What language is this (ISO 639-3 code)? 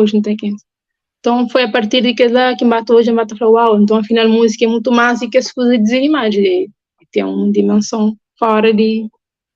kea